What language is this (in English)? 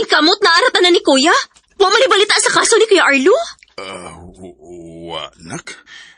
Cebuano